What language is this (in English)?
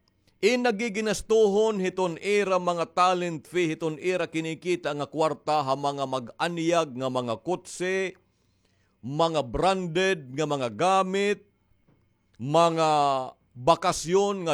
Waray